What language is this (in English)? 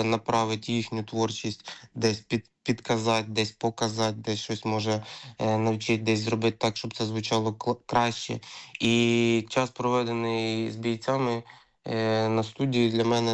Ukrainian